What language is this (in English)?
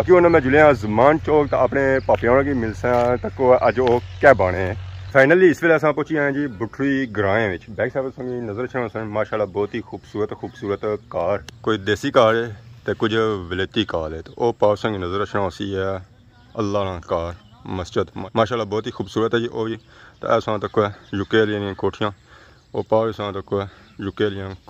Pahari-Potwari